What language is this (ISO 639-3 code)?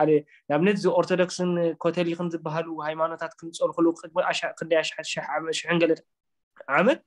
tir